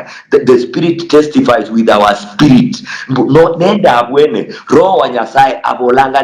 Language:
Luyia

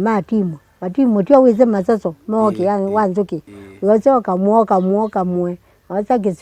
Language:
Kamba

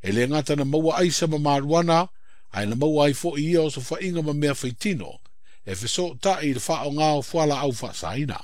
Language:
Samoan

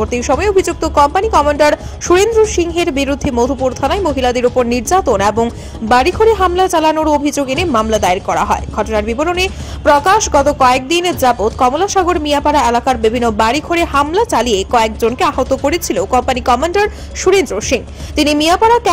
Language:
Bangla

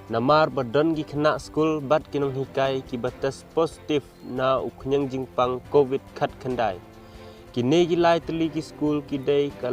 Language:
Khasi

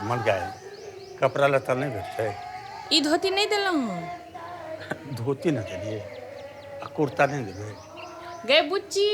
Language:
Maithili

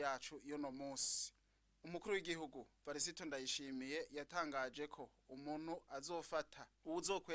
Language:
Rundi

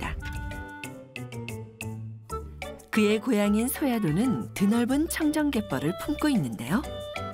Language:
Korean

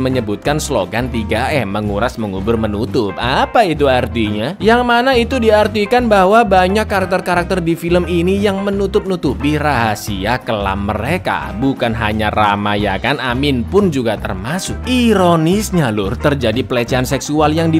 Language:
Indonesian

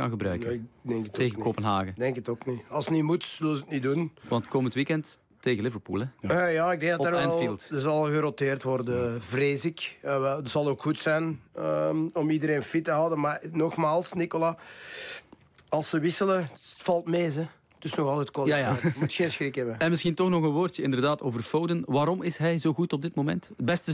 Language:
Dutch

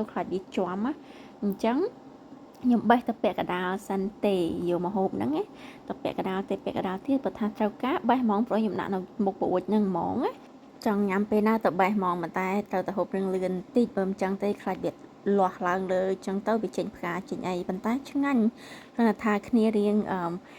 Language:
Khmer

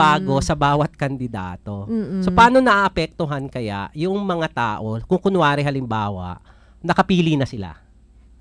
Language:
Filipino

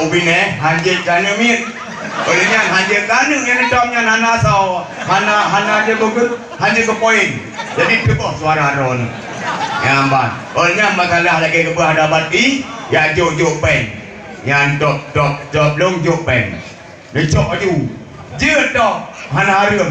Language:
Achinese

